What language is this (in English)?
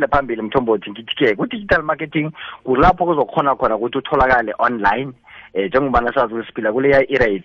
South Ndebele